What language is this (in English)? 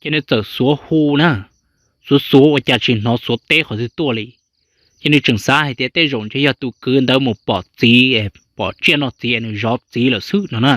Hmong